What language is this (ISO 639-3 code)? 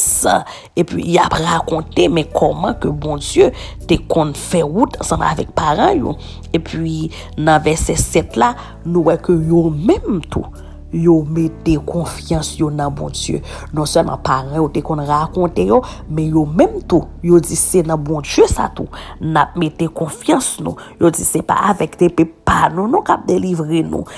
hat